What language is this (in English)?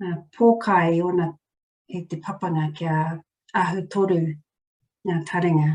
Māori